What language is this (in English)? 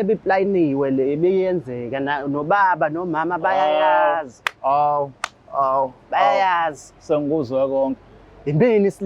Zulu